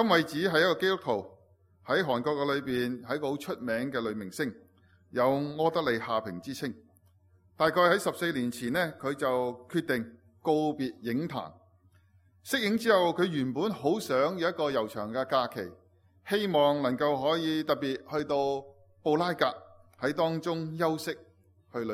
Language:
Cantonese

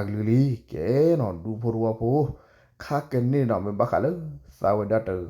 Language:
S'gaw Karen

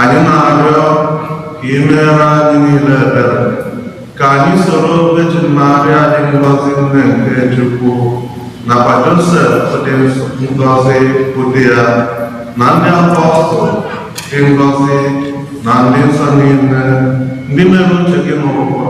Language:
Igbo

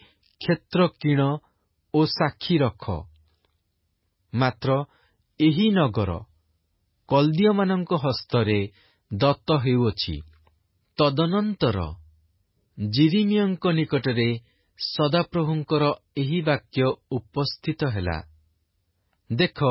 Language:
Odia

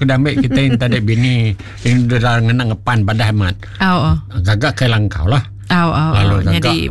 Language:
Iban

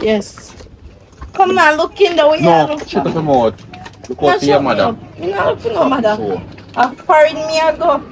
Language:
Jamaican Creole English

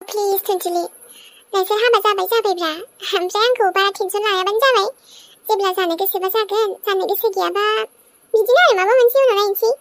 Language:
Bodo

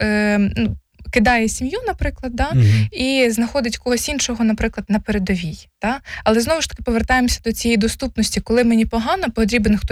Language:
Ukrainian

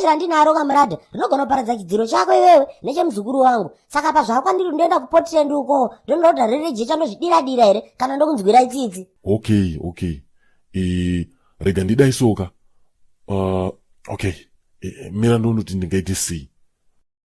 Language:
Shona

